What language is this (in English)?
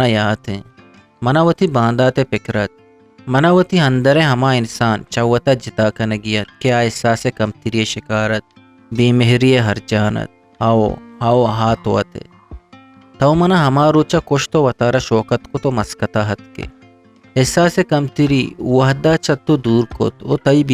Eastern Balochi